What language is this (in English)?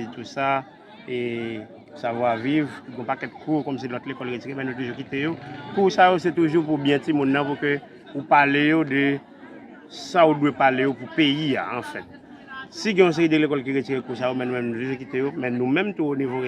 Haitian Creole